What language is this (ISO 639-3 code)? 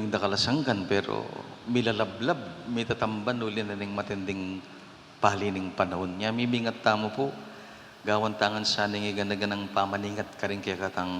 pam